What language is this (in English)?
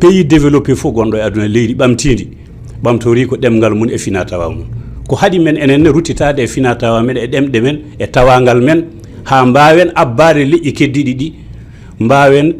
Fula